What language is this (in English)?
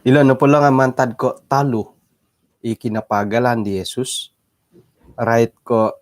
Central Dusun